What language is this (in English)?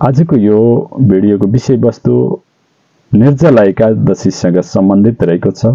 Nepali